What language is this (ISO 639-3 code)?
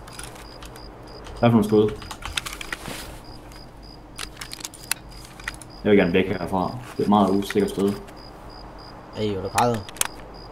dan